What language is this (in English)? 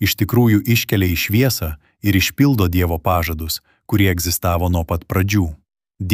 Lithuanian